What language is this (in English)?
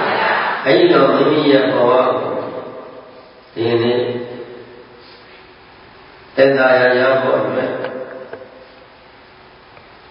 Burmese